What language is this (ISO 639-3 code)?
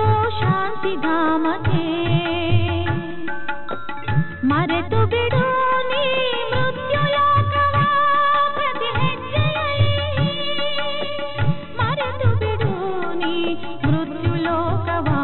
kan